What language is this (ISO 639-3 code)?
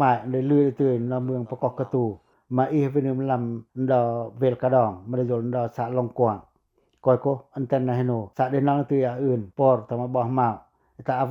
pac